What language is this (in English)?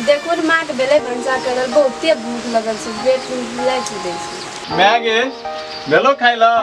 Maithili